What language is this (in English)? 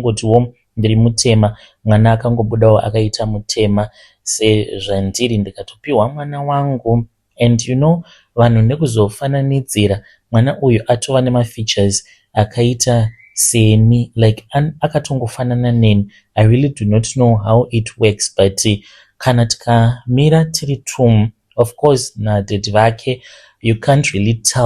Shona